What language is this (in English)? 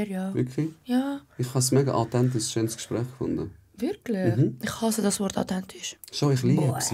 Swiss German